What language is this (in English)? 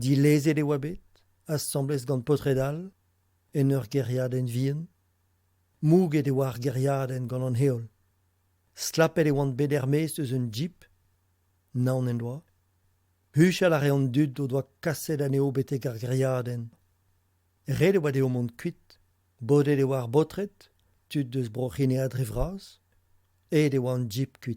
Breton